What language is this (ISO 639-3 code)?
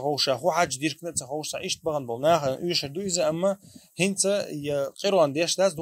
che